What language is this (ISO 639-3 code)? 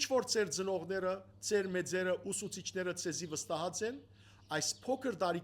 hyw